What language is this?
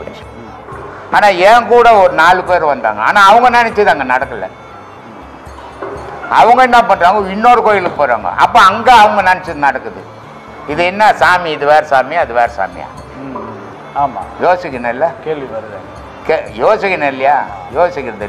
Tamil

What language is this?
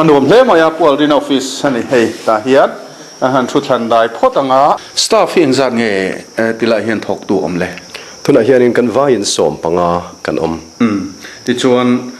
Mizo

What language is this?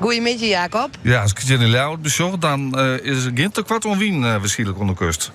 Western Frisian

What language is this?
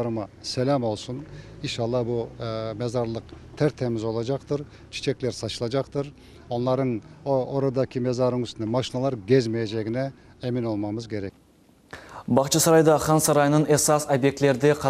Crimean Tatar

